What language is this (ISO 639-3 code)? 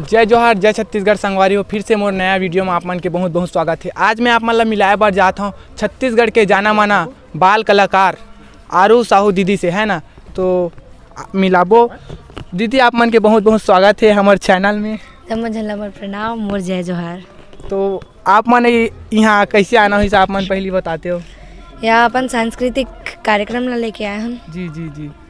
hne